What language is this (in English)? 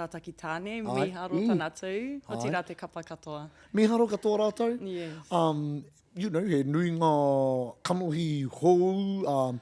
Māori